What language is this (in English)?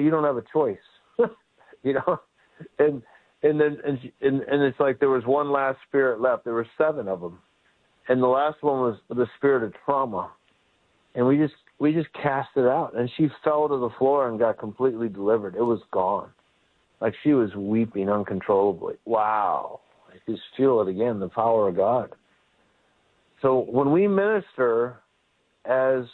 English